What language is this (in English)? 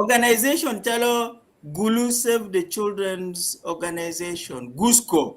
Acoli